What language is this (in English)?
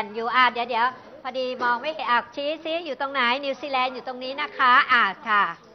Thai